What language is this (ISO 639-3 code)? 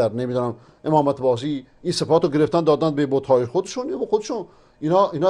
fas